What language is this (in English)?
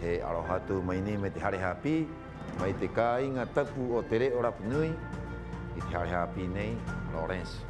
Rapanui